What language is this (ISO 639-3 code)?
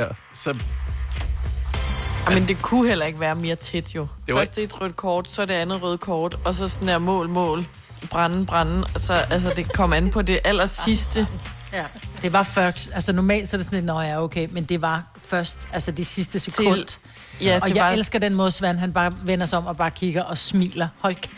dan